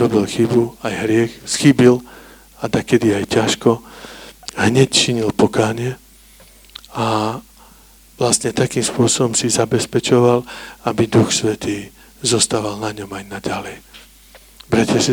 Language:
Slovak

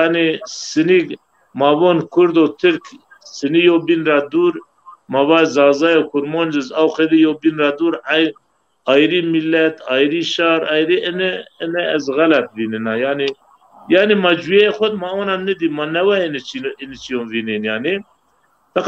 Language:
Zaza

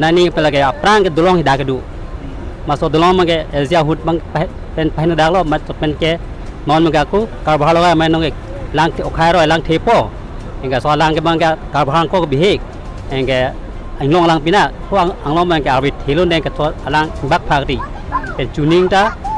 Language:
Karbi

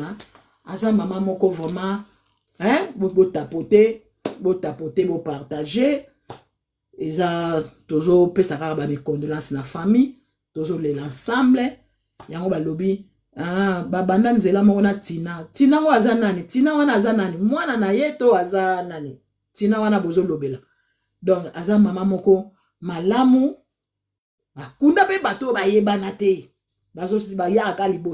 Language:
Lingala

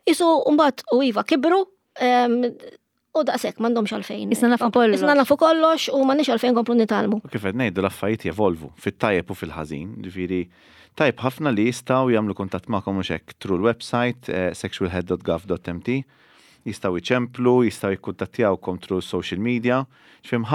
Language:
Maltese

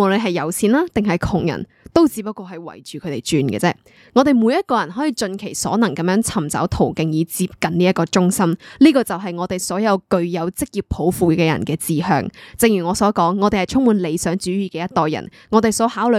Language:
Cantonese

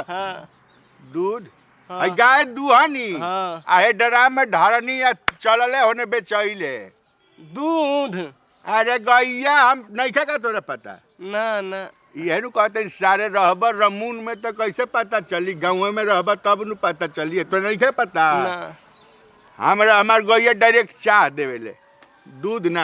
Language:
Bhojpuri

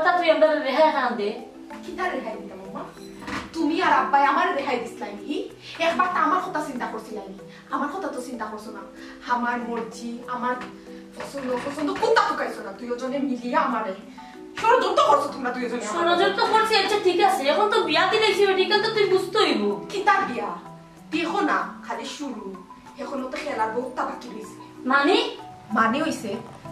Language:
Sylheti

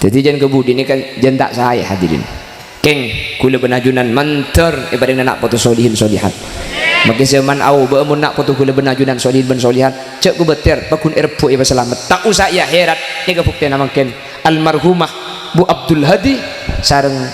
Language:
Madurese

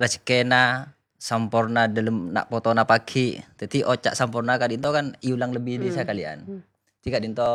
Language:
Madurese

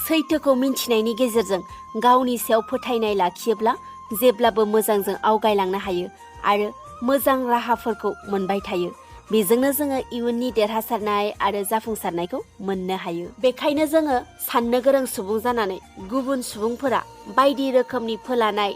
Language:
Bodo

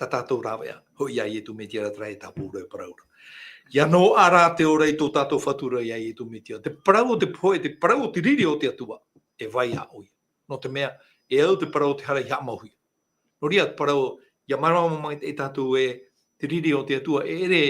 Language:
Tahitian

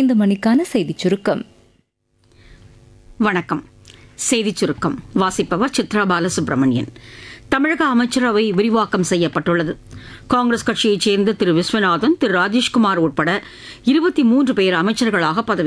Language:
Tamil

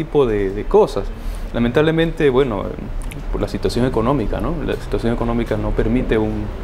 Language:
Spanish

